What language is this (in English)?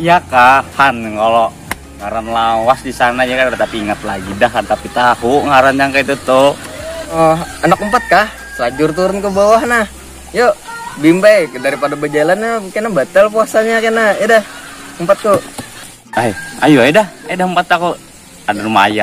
Banjar